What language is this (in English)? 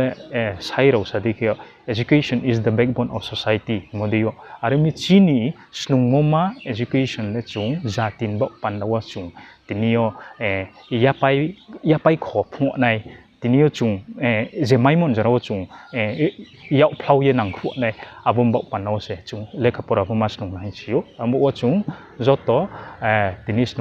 Riang (India)